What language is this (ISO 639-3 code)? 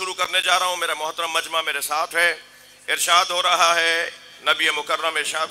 urd